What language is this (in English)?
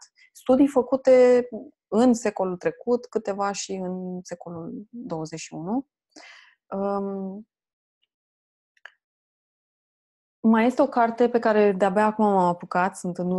Romanian